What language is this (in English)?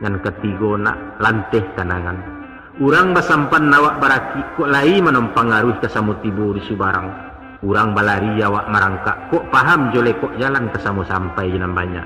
Minangkabau